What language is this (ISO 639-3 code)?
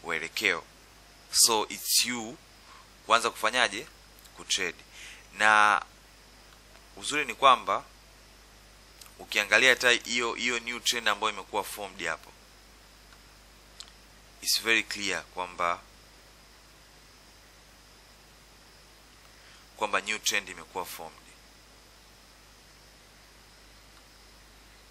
swa